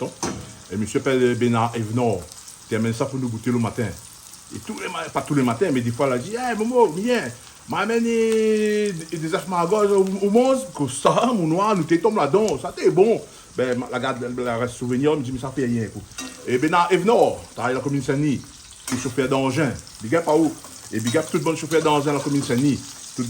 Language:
Réunion Creole French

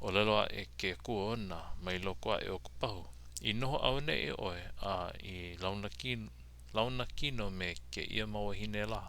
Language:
Hawaiian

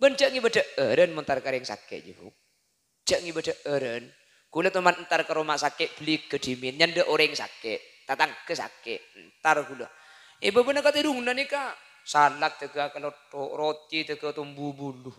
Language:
Madurese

